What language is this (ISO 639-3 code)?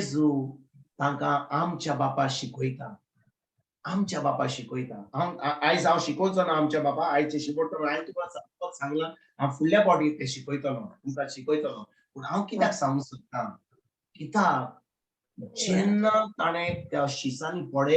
kok